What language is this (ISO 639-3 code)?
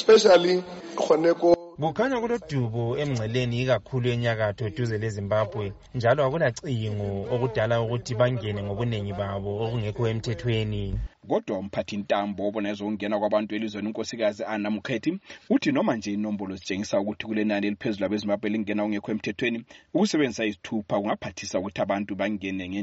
nde